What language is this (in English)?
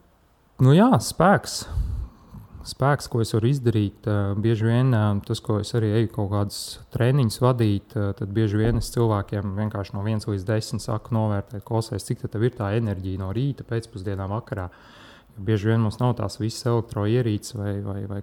Latvian